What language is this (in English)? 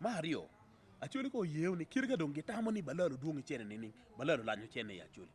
Acoli